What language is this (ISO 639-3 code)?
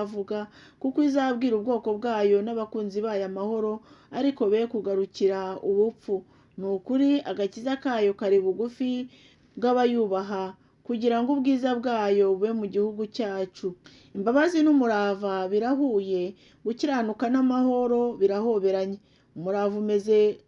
kin